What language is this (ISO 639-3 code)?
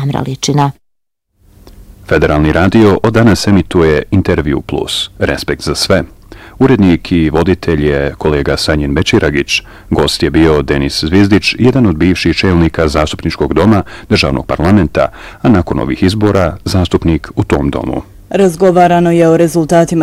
bos